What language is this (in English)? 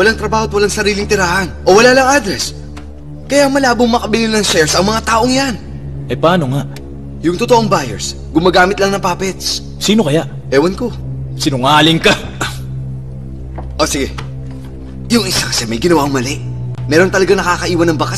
Filipino